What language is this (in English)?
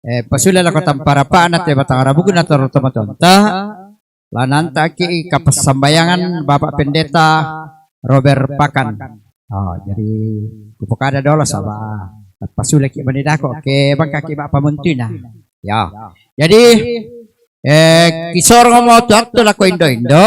Toraja-Sa'dan